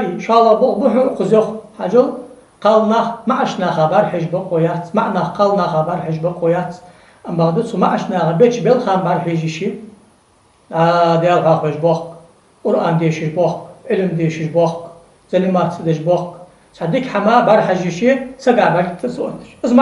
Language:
Ingush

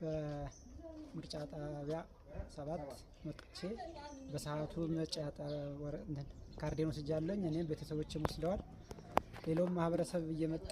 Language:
Amharic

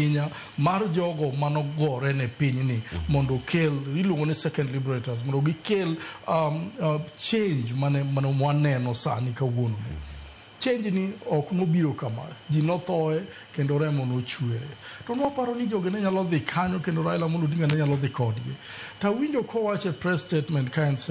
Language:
Luo (Kenya and Tanzania)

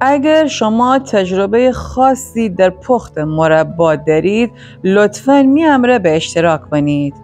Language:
Gilaki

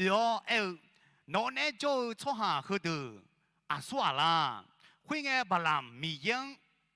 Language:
Akha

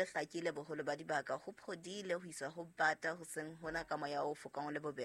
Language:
Southern Sotho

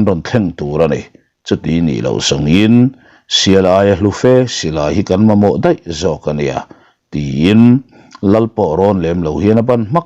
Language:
Mizo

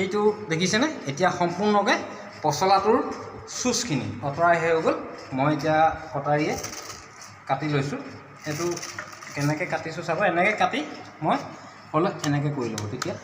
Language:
Assamese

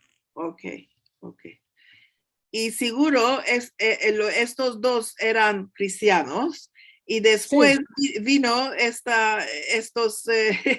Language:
Ladino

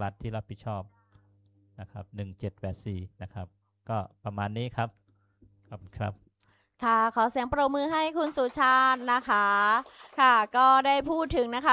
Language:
Thai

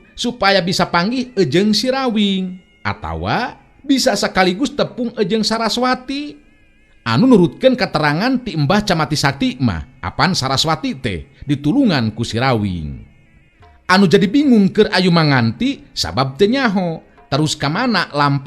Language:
Sundanese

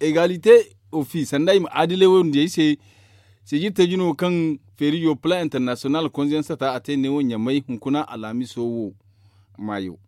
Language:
Zarma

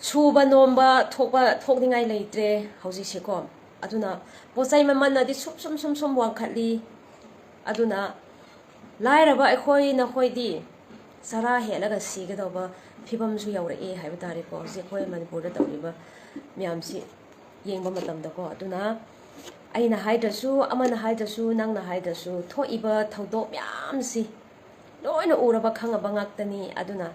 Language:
Manipuri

